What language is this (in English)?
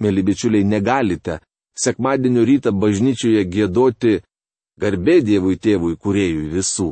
Lithuanian